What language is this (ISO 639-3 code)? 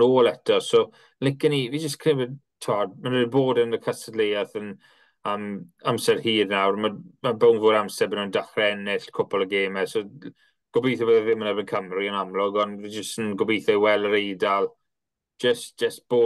cym